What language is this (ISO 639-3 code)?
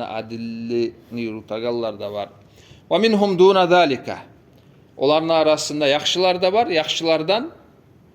kum